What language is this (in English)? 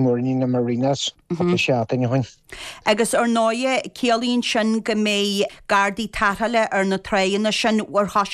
Irish